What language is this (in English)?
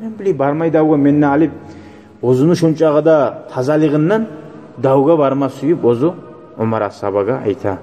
Kumyk